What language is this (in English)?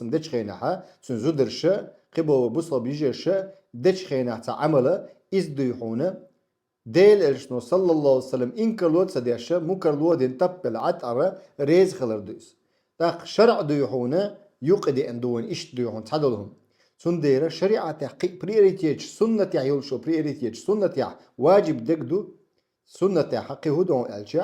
Chechen